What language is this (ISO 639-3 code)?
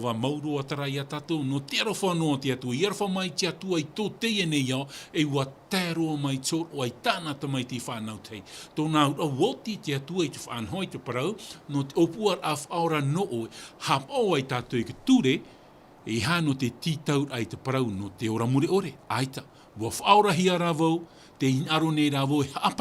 tah